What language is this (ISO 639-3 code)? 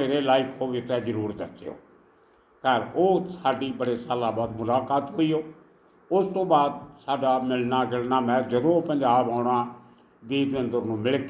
pan